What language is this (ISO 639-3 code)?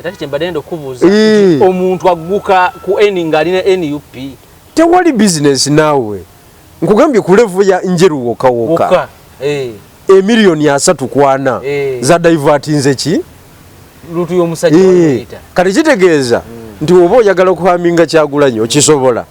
lug